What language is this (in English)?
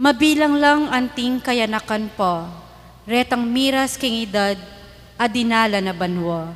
Pampanga